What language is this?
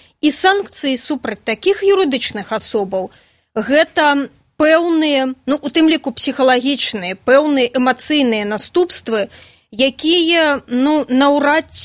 Belarusian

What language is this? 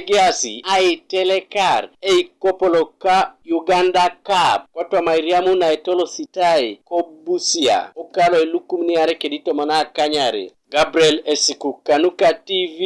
Teso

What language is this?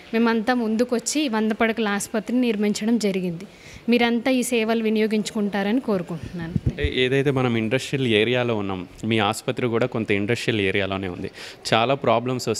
Telugu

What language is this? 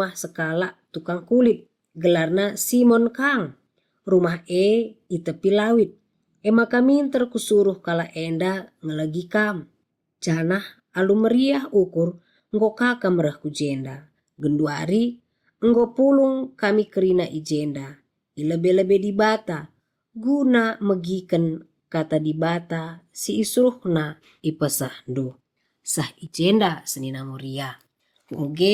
Batak Karo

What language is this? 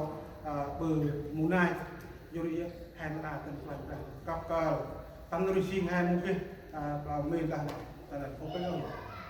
Central Mnong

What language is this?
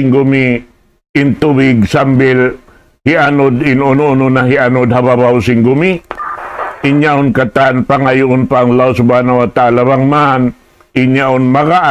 Tausug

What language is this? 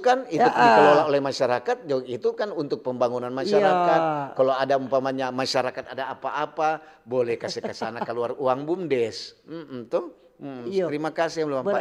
Manado Malay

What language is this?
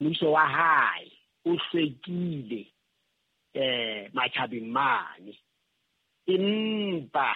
Southern Sotho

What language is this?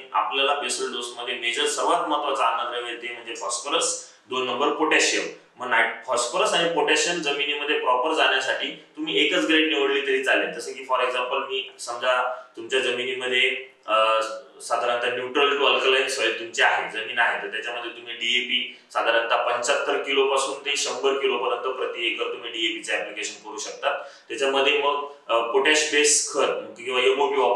Marathi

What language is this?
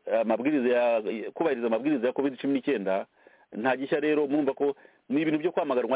Kinyarwanda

